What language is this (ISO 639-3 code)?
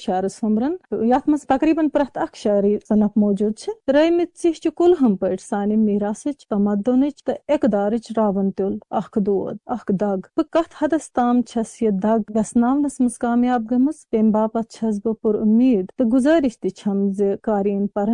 kas